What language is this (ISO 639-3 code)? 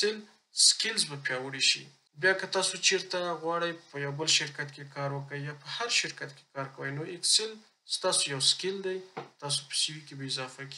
pus